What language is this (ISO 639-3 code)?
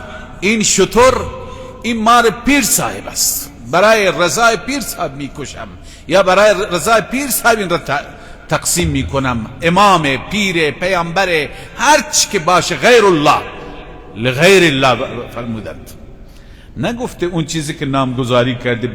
fas